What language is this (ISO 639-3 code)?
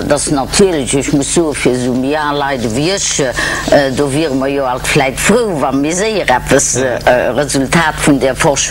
ltz